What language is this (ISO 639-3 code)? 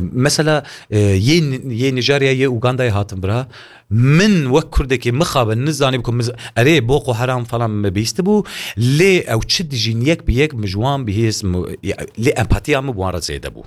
kur